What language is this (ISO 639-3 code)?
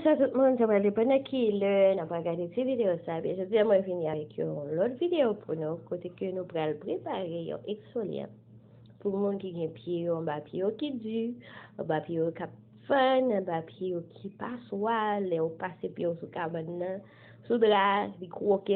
hat